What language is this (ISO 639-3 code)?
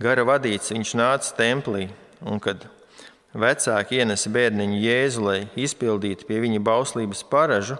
lav